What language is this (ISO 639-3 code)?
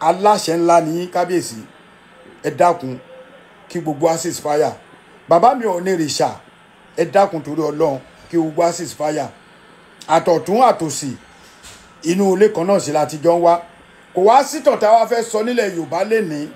yor